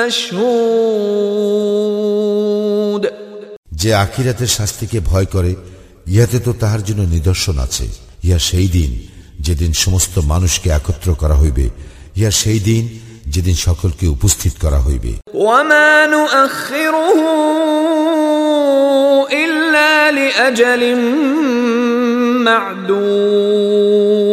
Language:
Bangla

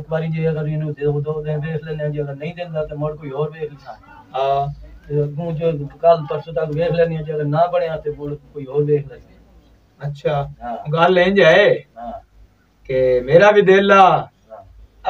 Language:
Punjabi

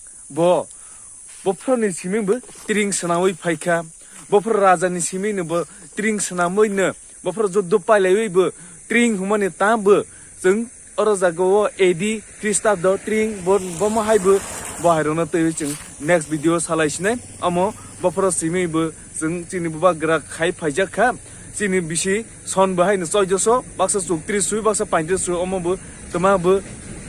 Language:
Kok Borok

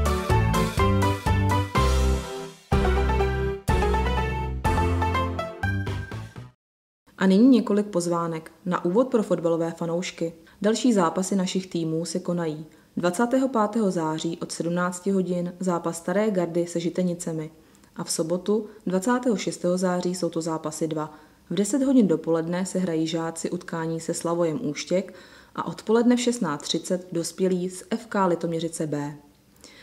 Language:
Czech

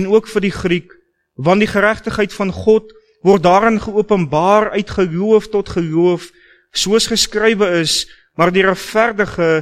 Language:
Afrikaans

